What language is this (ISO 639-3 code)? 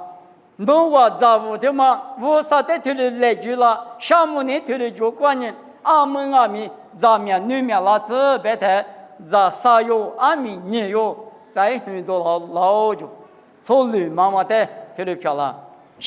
lis